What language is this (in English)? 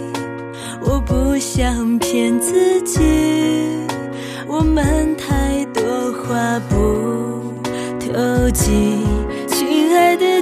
Chinese